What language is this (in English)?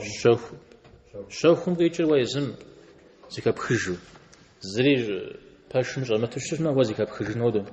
Kabardian